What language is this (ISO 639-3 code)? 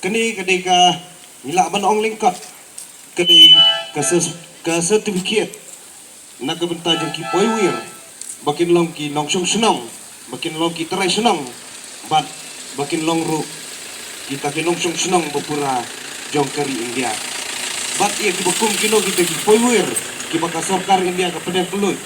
kha